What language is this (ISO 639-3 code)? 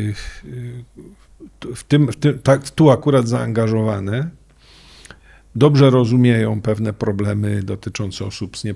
pol